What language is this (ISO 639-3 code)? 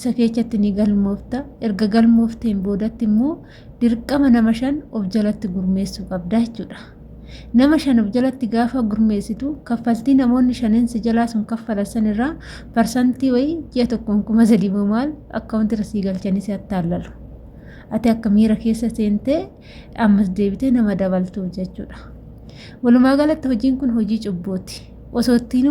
orm